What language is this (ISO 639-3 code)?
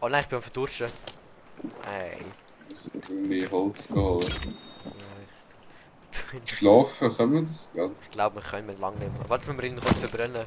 gsw